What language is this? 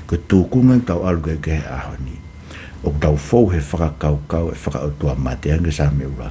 Tongan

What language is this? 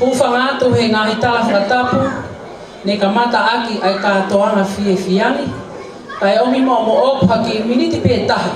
Tongan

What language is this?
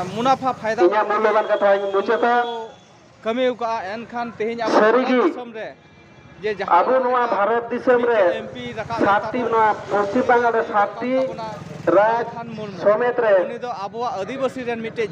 Santali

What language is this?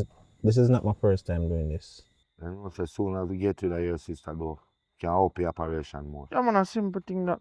Jamaican Creole English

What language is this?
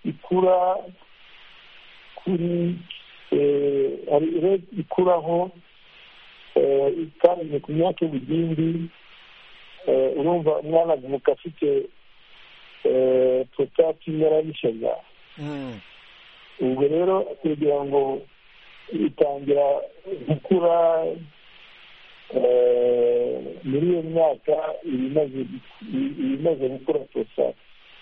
Kinyarwanda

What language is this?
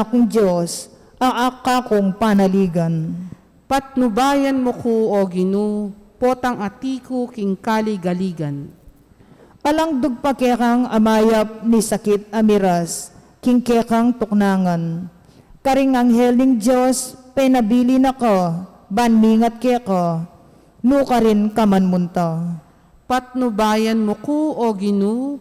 Pampanga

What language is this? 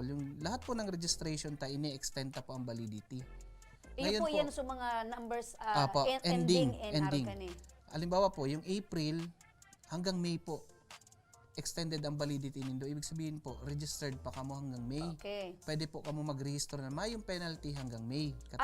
Bikol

